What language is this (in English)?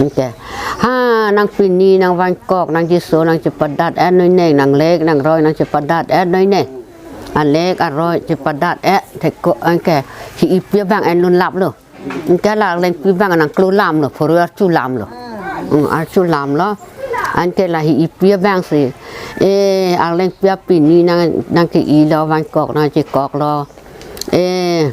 Karbi